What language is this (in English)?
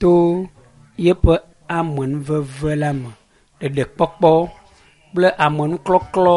Ewe